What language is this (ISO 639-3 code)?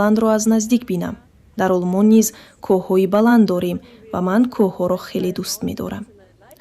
tgk